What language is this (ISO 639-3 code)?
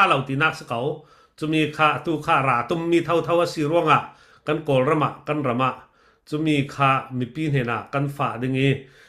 cfm